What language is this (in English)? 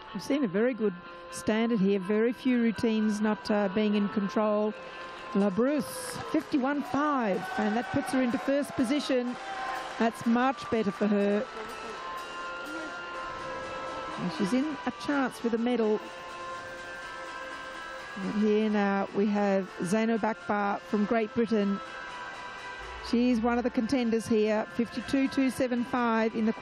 English